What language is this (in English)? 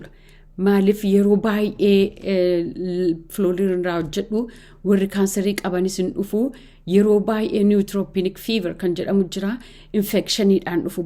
Oromo